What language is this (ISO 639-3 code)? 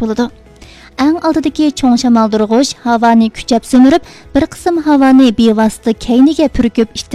uig